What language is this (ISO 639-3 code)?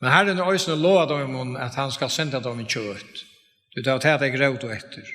fao